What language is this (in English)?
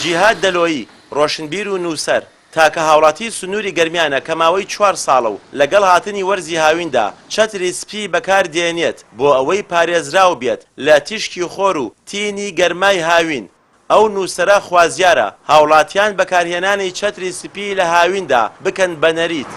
Central Kurdish